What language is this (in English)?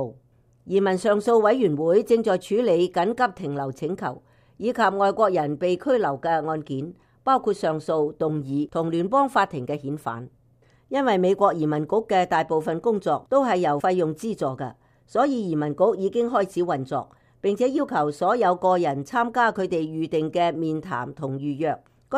Cantonese